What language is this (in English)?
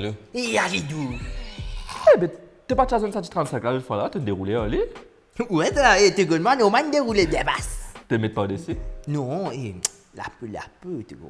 Morisyen